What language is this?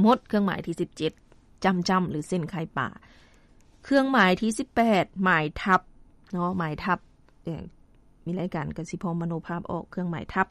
Lao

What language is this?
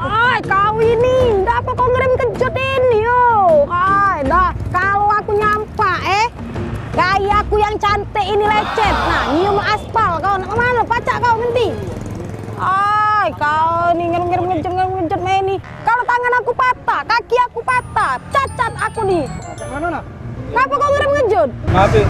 Musi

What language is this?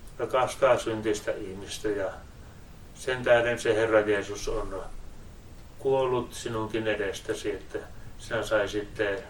Finnish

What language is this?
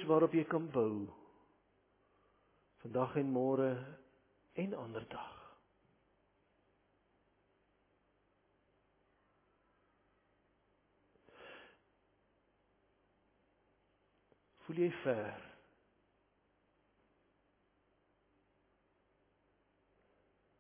Afrikaans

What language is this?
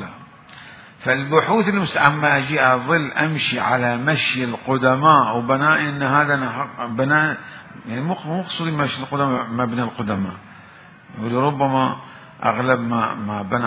Mesopotamian Arabic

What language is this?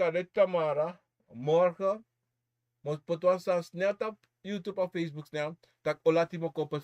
Sranan Tongo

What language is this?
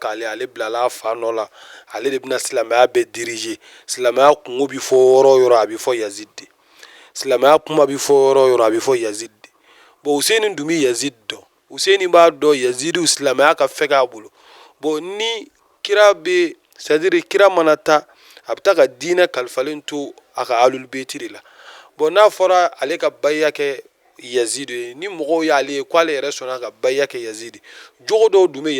Bambara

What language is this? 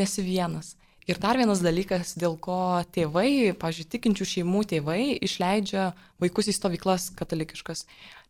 Lithuanian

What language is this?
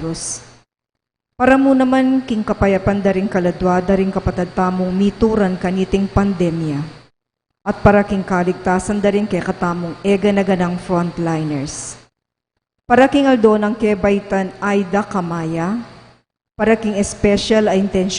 Pampanga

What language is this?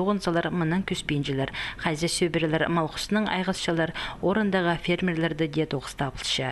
Khakas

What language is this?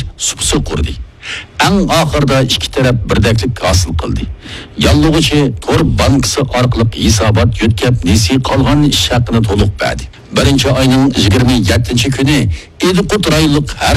Uyghur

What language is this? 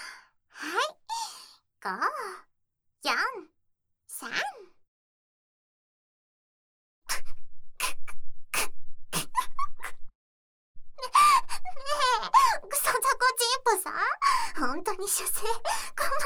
Japanese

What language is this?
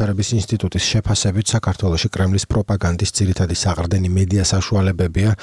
Georgian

